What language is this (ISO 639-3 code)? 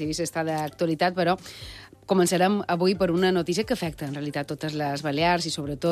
cat